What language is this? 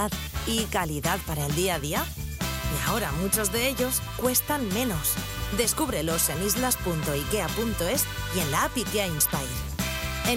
Spanish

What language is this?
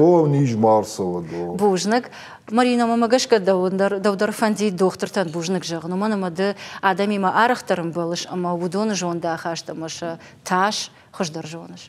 Ossetic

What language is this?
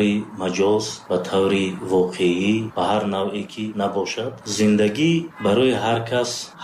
Tajik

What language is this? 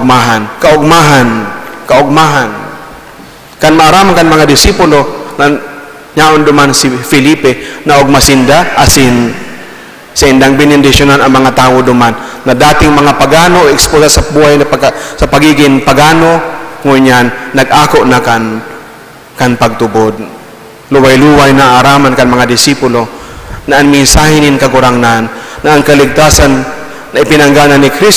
Bikol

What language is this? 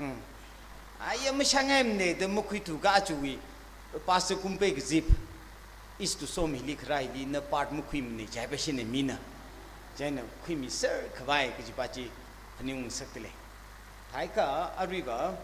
Tangkhul Naga (India)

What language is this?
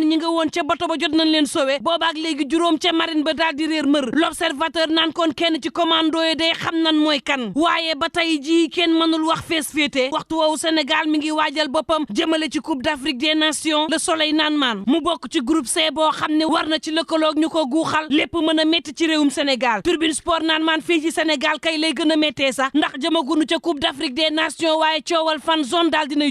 Wolof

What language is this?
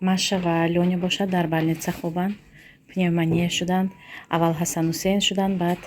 Tajik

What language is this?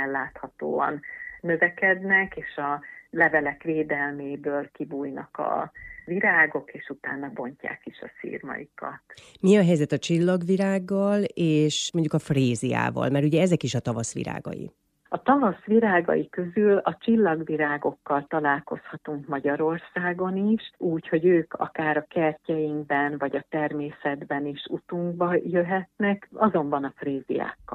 Hungarian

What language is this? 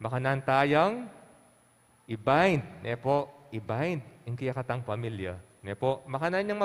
Pampanga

